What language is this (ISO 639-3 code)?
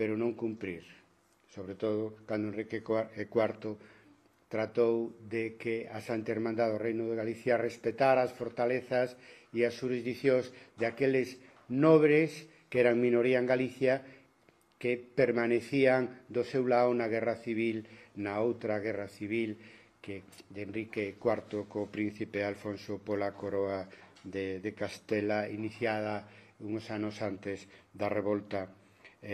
glg